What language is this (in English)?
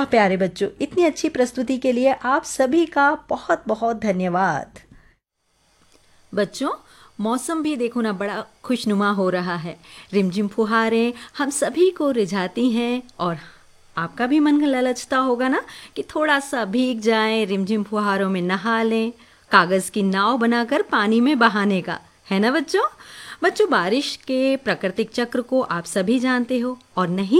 Hindi